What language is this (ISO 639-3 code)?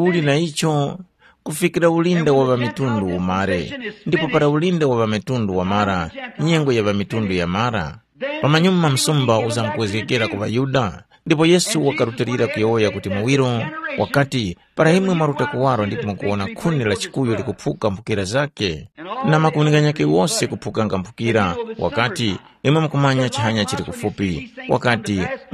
tum